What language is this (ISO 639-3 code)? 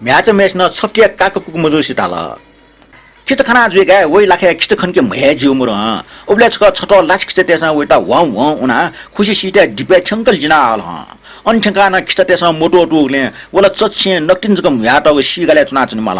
new